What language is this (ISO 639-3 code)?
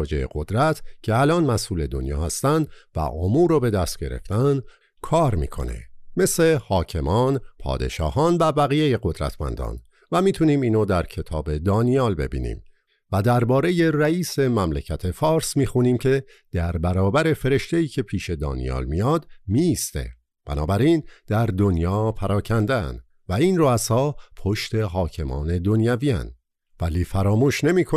fas